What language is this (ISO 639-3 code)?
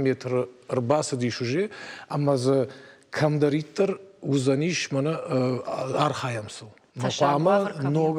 oss